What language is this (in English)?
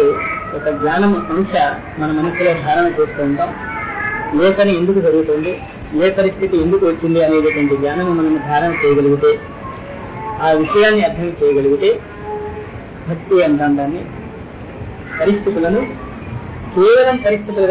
Telugu